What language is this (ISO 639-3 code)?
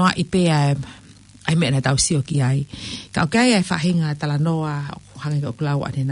ton